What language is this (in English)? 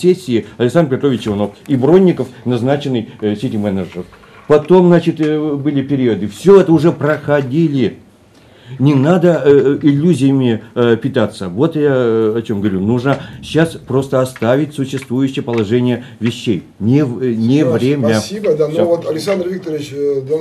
Russian